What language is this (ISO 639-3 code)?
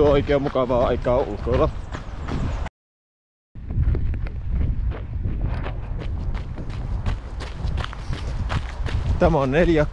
fin